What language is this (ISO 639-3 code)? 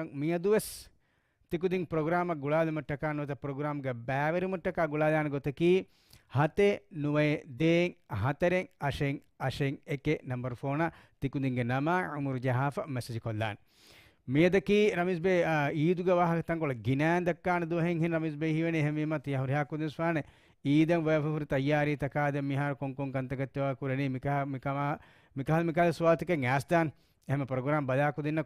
div